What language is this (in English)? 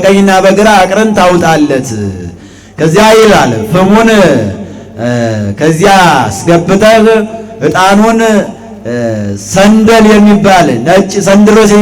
Amharic